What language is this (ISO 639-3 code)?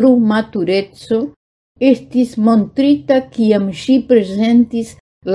epo